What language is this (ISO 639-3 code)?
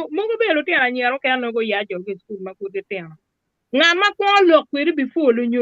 ach